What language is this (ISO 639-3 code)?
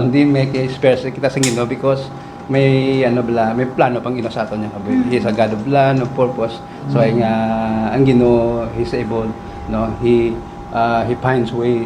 hil